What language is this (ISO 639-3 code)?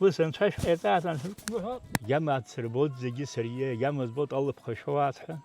abk